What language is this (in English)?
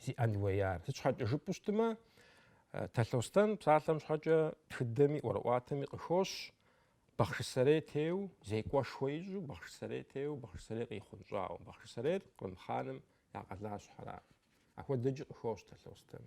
Kabardian